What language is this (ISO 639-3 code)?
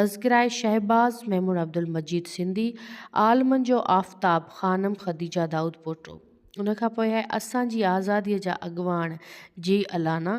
snd